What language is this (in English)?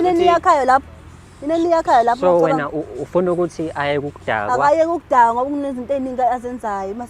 Zulu